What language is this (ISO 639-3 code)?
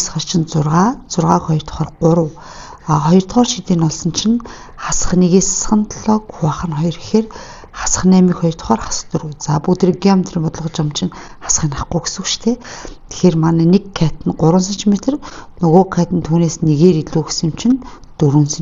mon